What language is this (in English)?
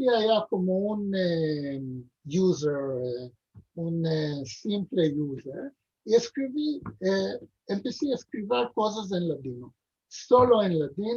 Ladino